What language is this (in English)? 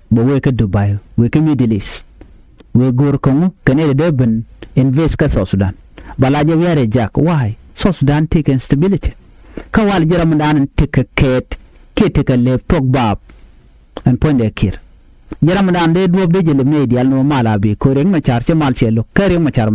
Nuer